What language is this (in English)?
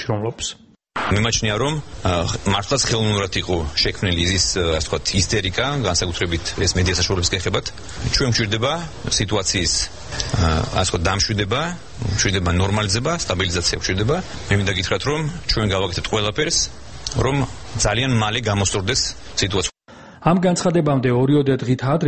Georgian